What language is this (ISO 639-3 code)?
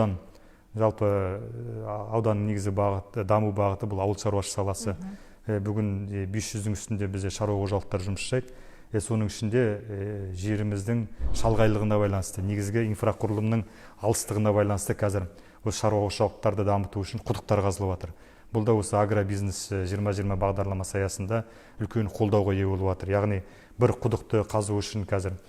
kaz